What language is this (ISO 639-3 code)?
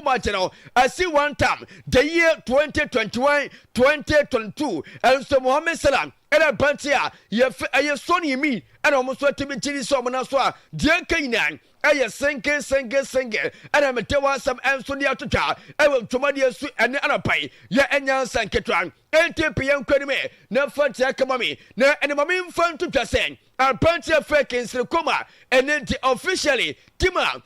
aka